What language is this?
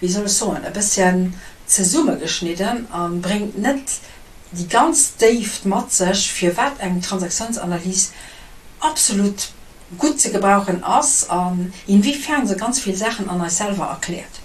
Luxembourgish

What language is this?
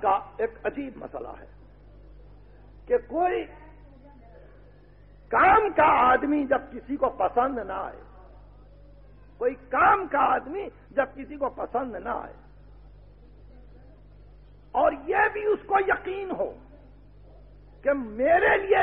Urdu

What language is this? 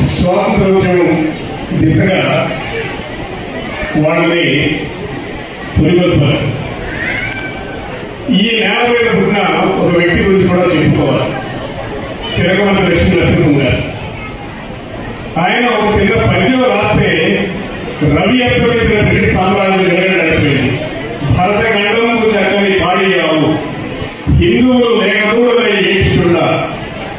Telugu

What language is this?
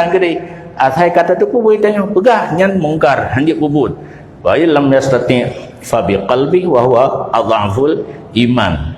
Achinese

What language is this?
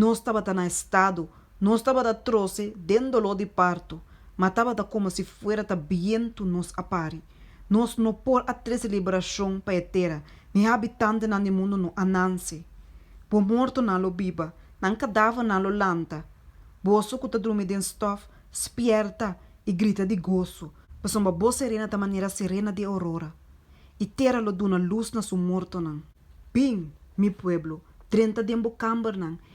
Papiamento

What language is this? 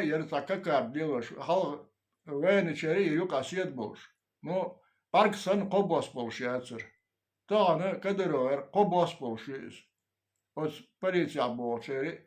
Chechen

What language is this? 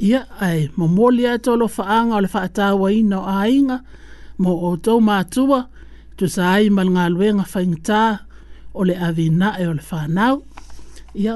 Samoan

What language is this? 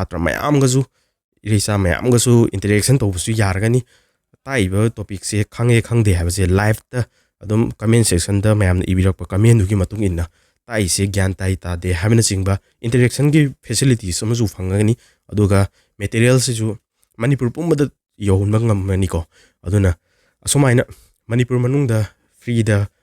Manipuri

